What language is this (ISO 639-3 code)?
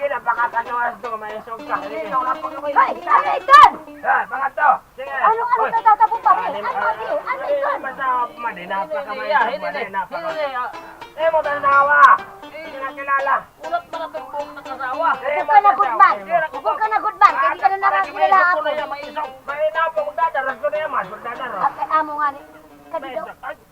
war